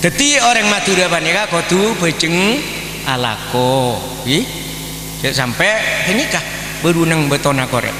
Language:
Madurese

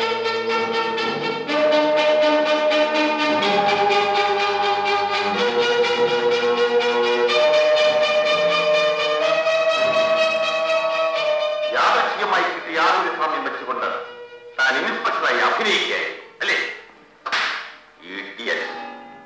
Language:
Malayalam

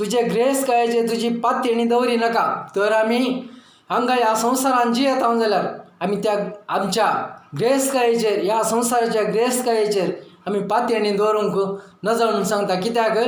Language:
Konkani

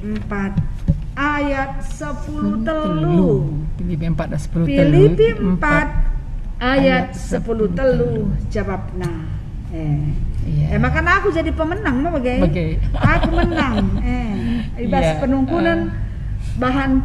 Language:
Batak Karo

